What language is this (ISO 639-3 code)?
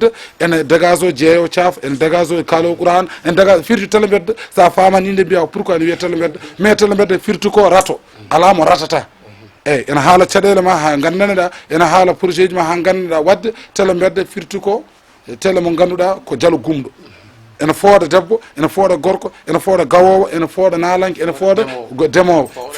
ful